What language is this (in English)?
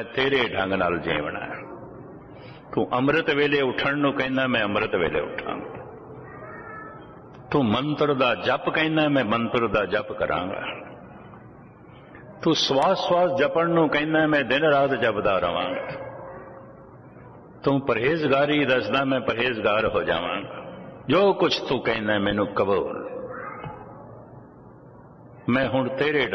Punjabi